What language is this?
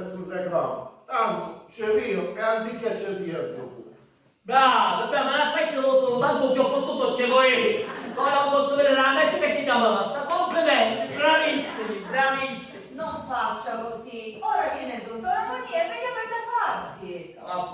Sicilian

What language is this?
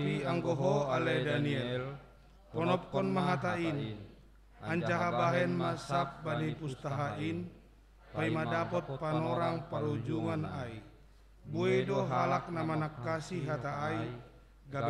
Batak Simalungun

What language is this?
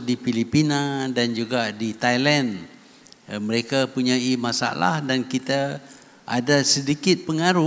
Malay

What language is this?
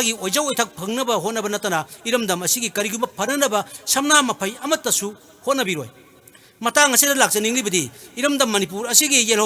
Manipuri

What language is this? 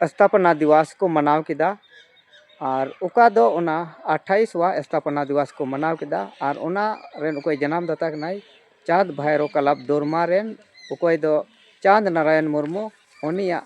Santali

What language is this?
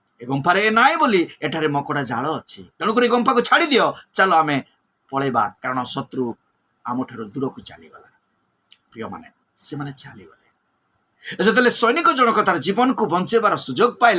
Odia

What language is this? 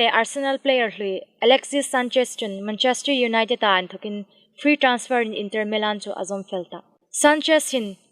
Hmar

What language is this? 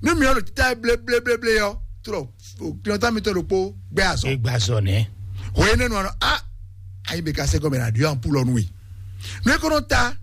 Fon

